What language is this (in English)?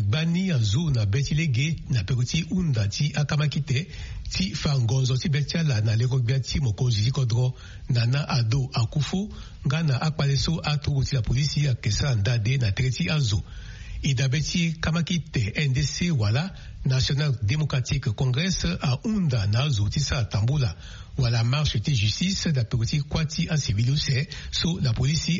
Sango